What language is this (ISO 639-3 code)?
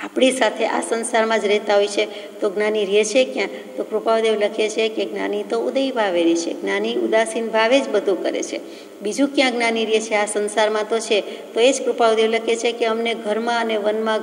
guj